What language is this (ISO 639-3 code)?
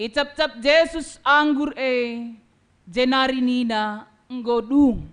btx